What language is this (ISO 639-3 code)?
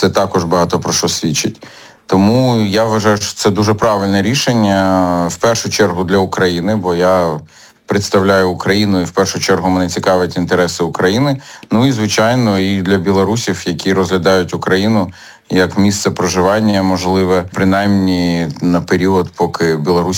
ukr